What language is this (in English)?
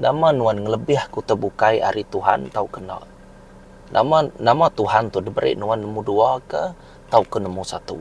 Iban